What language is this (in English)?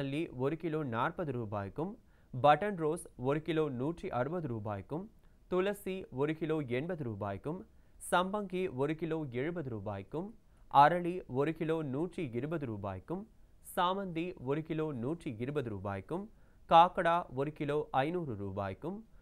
Tamil